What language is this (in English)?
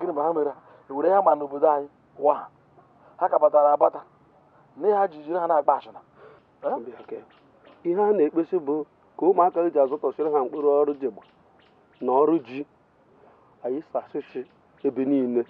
Igbo